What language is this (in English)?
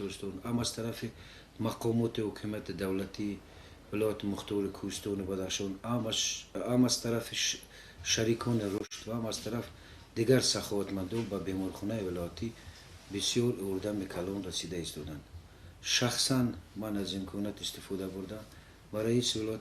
Tajik